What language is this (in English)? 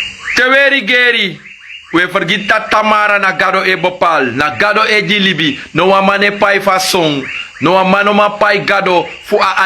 Sranan Tongo